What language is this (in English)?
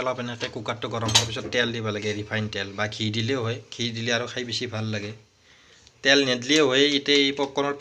Assamese